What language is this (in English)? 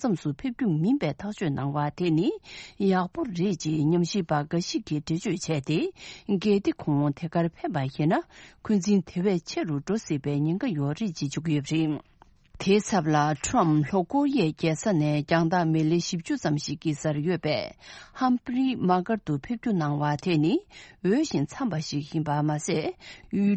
Tibetan